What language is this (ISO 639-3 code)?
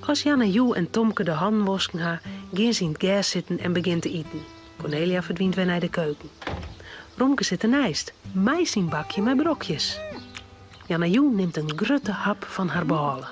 fry